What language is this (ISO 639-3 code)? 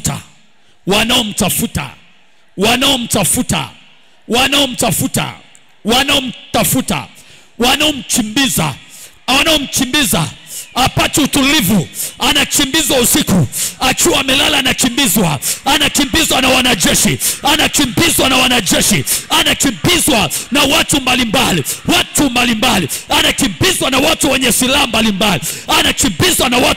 swa